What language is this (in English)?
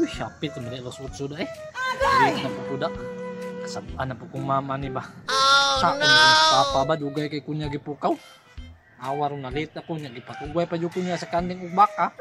Cebuano